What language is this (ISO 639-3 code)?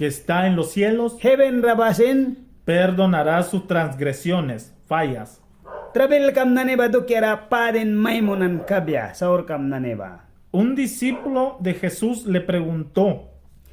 miq